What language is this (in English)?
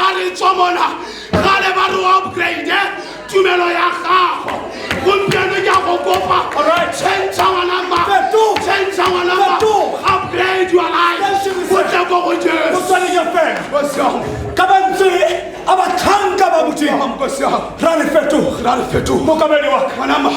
Tswana